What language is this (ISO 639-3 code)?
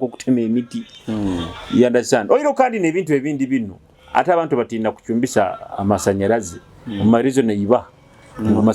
nyo